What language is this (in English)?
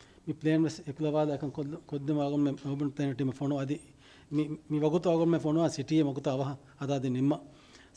Divehi